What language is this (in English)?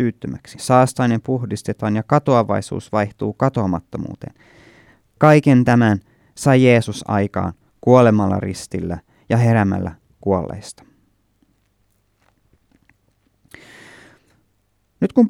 Finnish